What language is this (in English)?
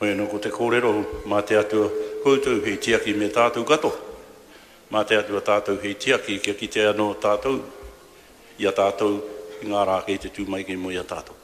Māori